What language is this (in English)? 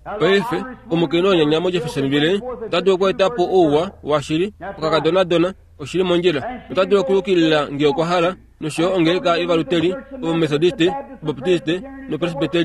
Kuanyama